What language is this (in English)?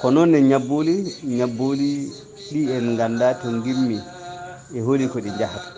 Fula